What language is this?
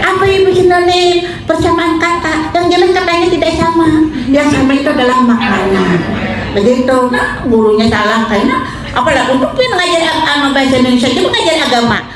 Banjar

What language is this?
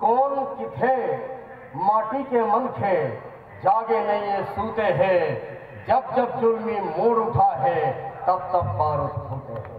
Chhattisgarhi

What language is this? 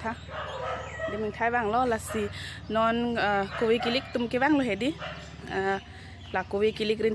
Karbi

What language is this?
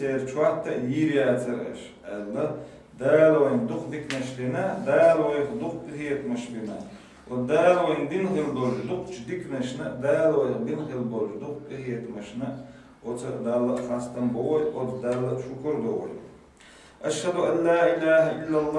Chechen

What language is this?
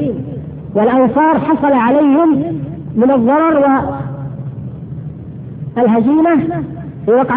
Arabic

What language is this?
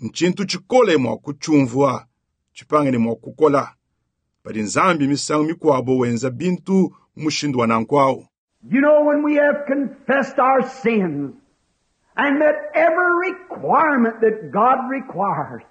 Luba-Lulua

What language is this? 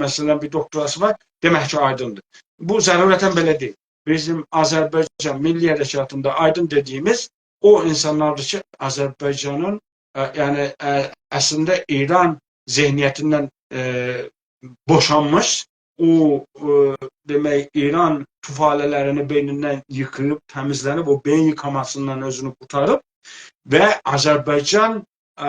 South Azerbaijani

